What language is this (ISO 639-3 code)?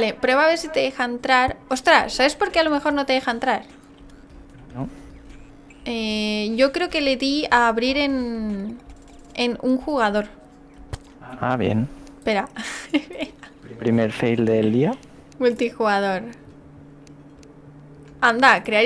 spa